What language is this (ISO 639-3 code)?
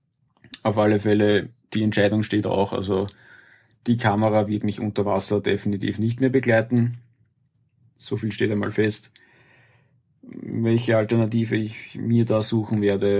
deu